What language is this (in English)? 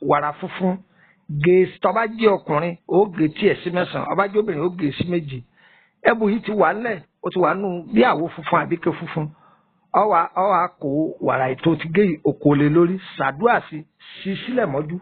Yoruba